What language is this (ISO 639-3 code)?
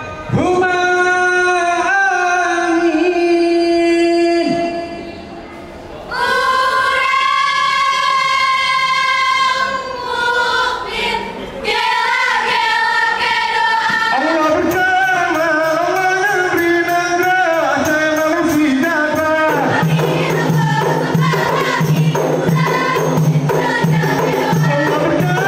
ind